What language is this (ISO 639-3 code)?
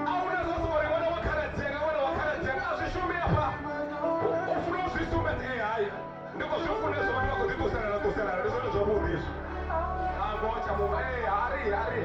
ven